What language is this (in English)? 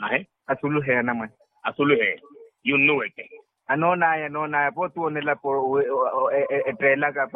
Makhuwa